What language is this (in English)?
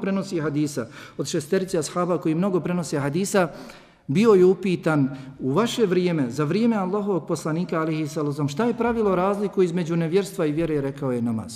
Bosnian